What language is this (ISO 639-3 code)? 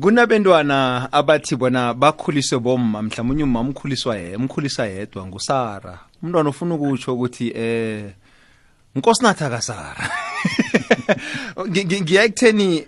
nbl